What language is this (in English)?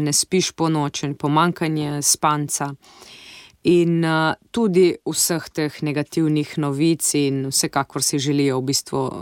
Slovenian